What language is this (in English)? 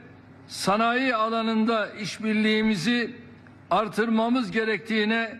Turkish